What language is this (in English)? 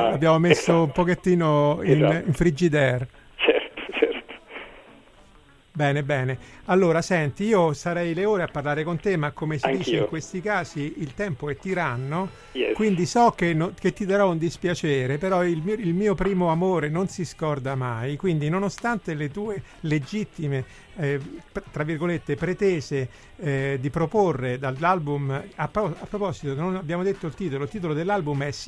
Italian